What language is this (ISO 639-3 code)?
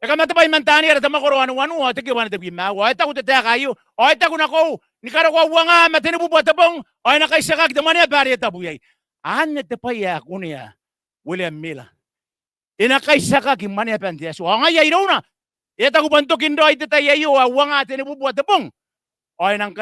gil